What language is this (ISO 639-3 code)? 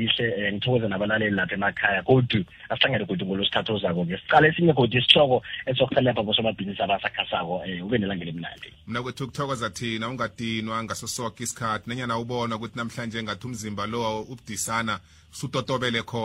nbl